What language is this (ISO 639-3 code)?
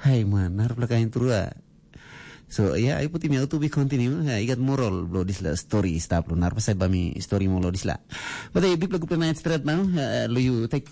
tpi